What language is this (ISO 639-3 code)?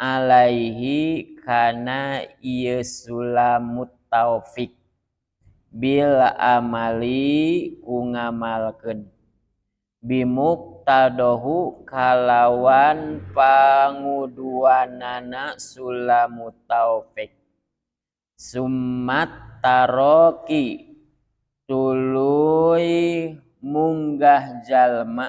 sun